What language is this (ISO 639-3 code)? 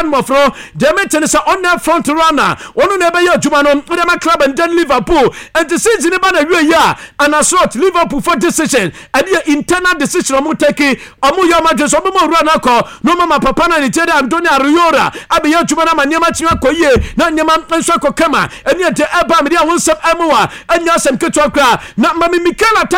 aka